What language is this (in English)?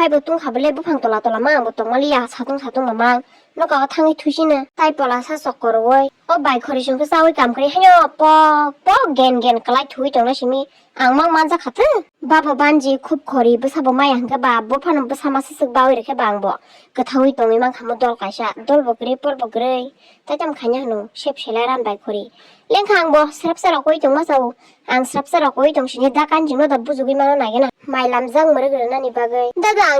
Kok Borok